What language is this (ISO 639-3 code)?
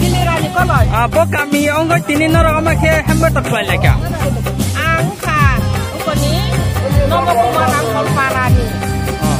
trp